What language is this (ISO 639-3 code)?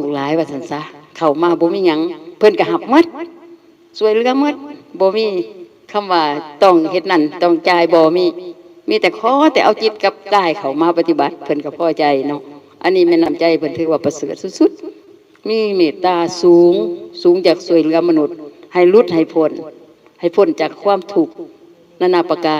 tts